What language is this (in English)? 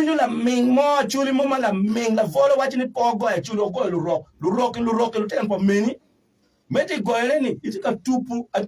Acoli